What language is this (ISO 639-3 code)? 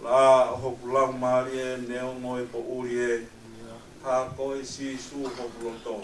ton